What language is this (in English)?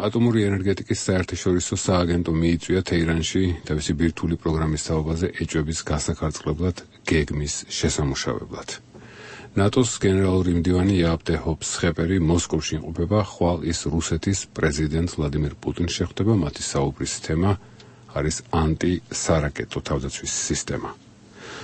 Georgian